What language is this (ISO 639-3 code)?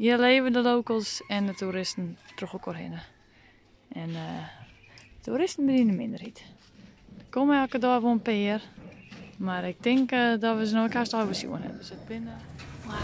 fry